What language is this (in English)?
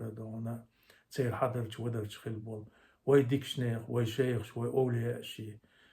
Chechen